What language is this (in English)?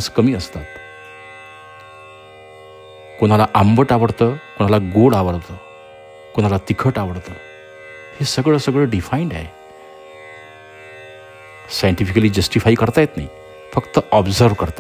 Marathi